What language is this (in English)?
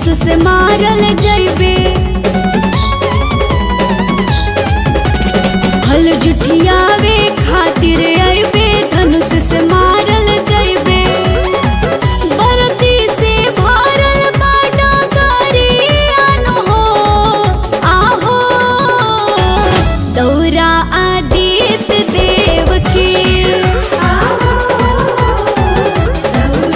Bhojpuri